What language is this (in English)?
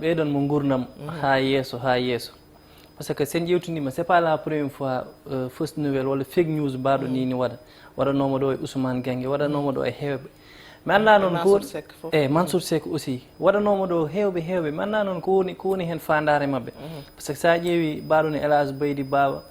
Fula